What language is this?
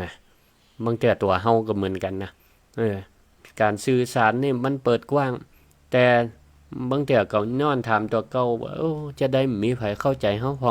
Northern Thai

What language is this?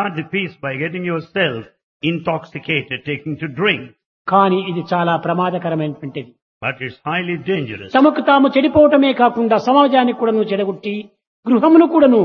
Telugu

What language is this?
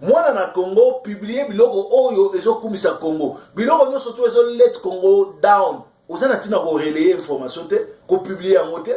Lingala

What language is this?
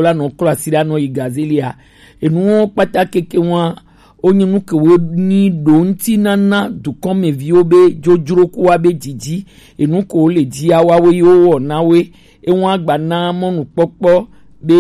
Gen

